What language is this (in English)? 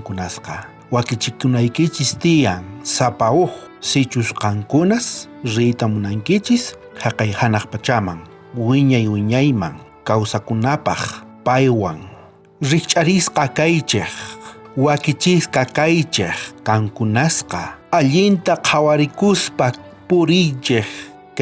South Bolivian Quechua